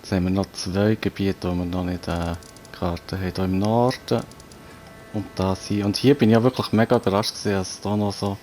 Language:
Swiss German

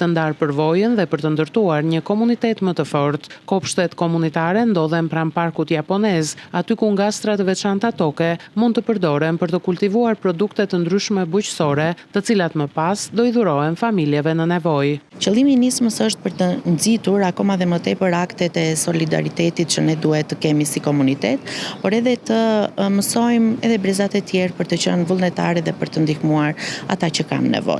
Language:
Albanian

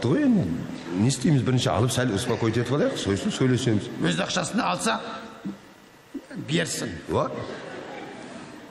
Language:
Kazakh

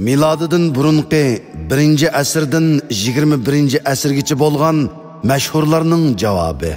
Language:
Uyghur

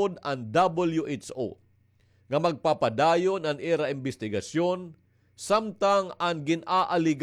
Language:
Waray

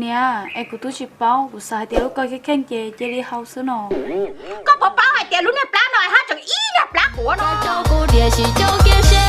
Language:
Hmong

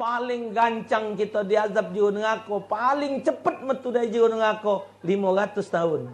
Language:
Musi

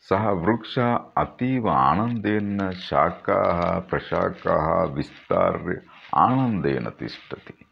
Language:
Sanskrit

